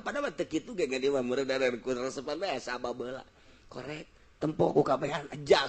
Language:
Sundanese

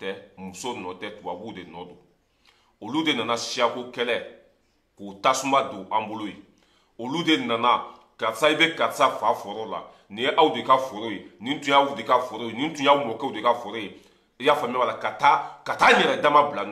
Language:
Bambara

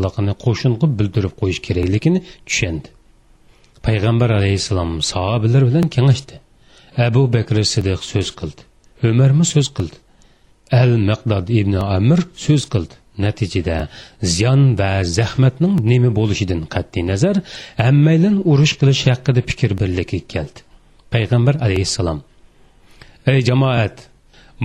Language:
Uyghur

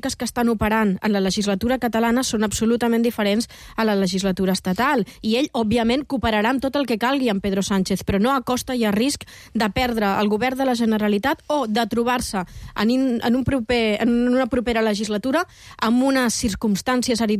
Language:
Catalan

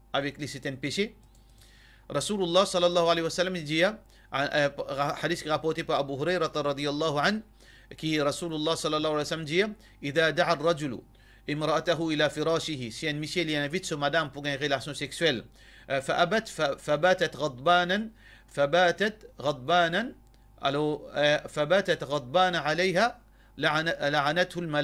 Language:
Morisyen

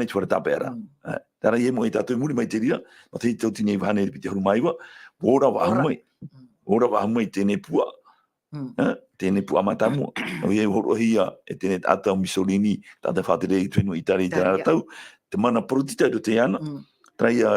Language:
Tahitian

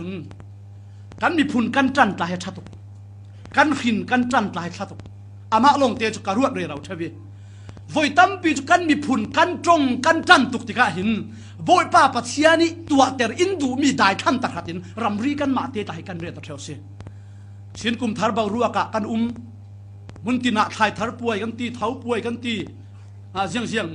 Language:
Falam Chin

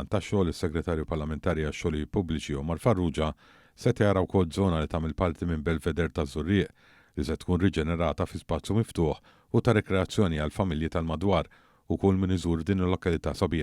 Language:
Maltese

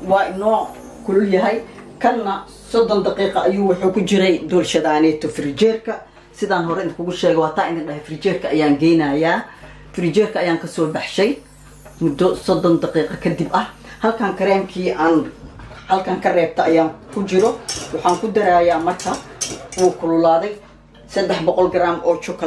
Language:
Somali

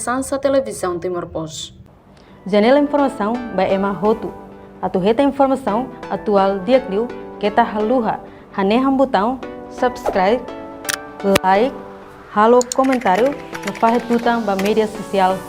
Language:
Tetum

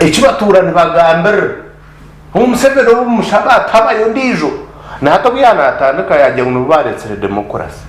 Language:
Nyankole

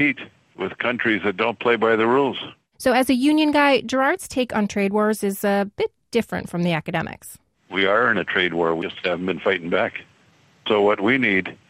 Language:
English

